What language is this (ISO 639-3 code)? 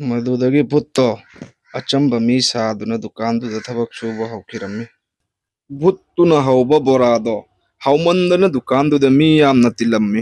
mni